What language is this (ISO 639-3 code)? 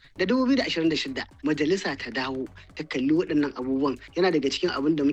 hau